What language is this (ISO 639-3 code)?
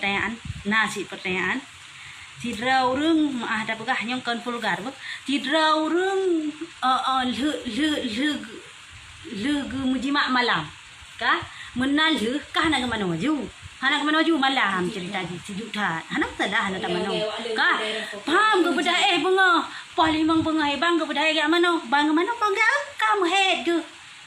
ace